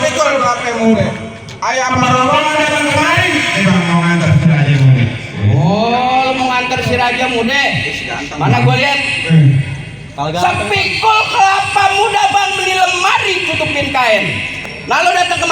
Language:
Betawi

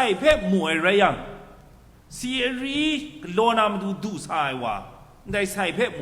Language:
Kachin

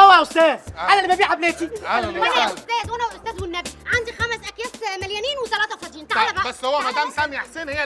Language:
Egyptian Arabic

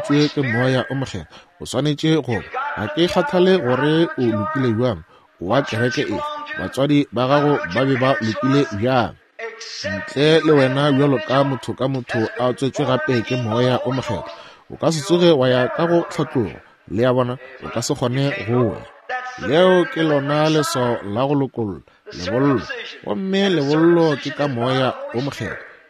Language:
Northern Sotho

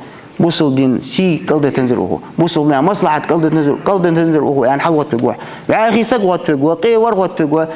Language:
Ingush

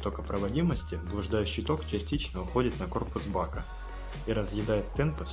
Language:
Russian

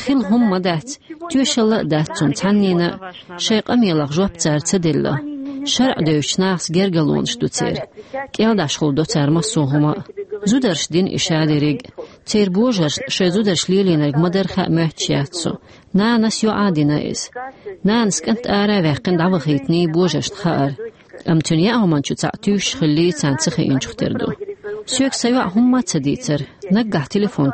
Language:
Chechen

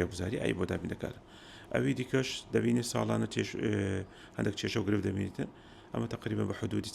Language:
Central Kurdish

